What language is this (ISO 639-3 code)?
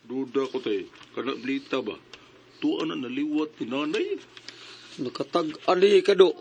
ceb